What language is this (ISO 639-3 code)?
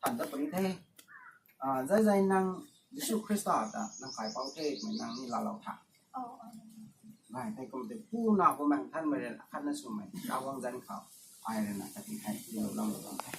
nbu